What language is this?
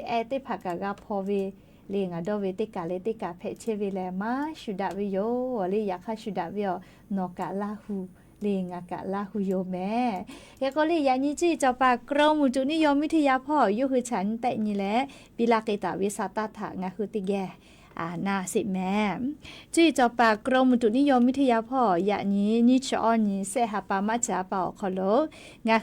Lahu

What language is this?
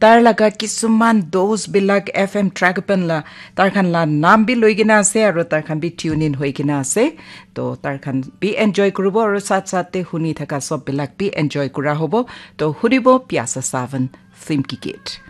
Naga Pidgin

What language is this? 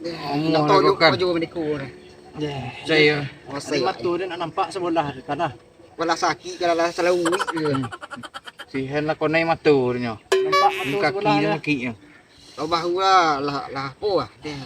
Minangkabau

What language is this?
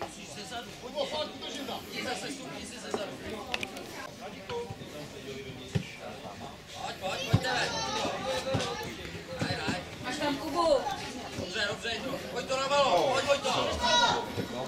Czech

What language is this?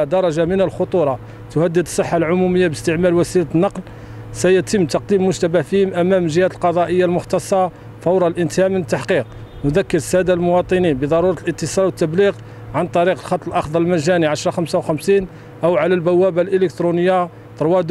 Arabic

